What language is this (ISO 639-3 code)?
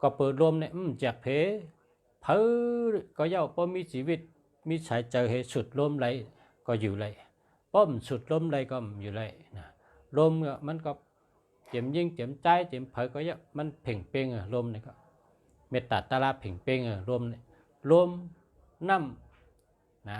shn